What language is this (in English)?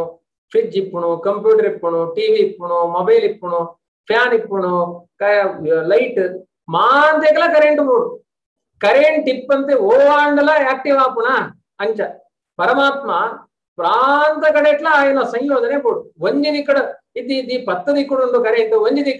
Tulu